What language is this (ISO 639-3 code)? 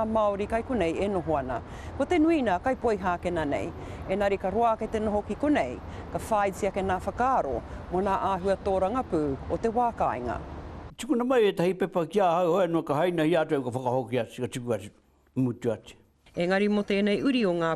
mri